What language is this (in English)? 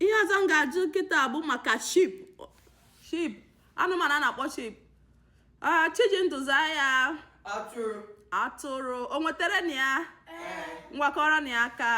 Igbo